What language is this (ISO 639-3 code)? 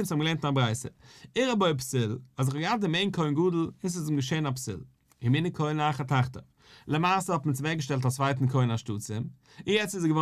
yid